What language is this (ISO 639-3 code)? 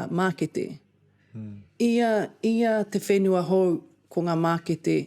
mri